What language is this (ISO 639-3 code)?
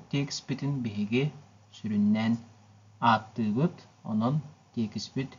sah